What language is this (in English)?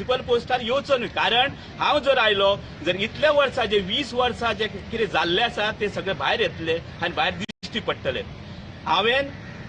Konkani